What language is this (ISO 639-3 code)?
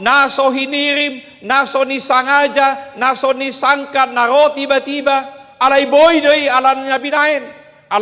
bbc